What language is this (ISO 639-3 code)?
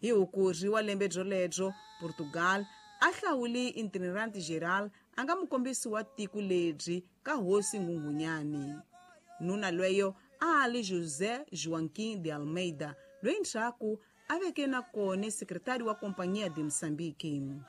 tso